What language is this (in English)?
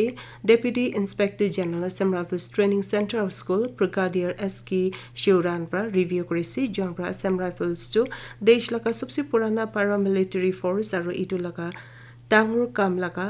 Naga Pidgin